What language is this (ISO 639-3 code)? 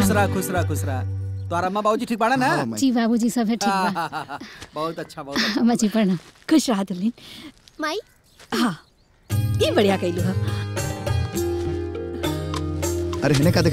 bho